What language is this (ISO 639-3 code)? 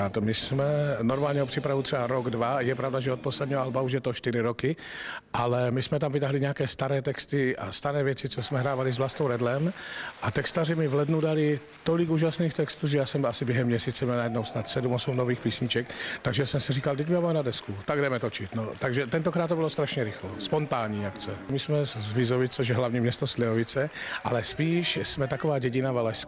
ces